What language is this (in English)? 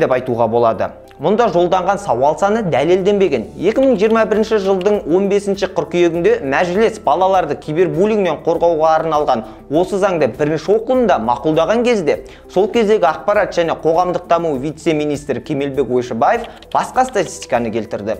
Kazakh